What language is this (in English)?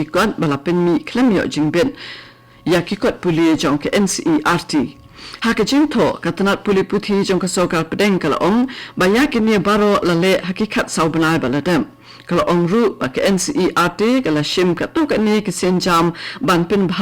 Khasi